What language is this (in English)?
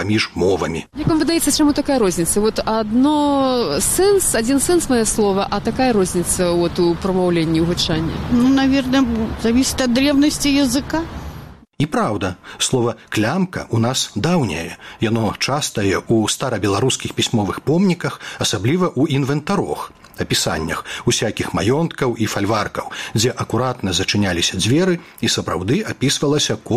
Belarusian